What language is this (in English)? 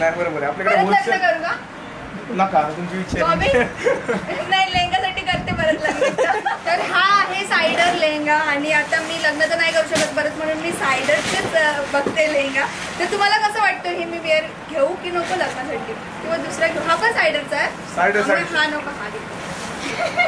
Marathi